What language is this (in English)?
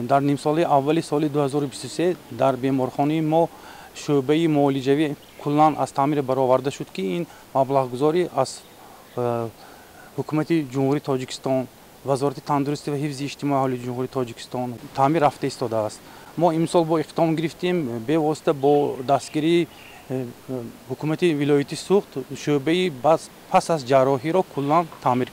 Tajik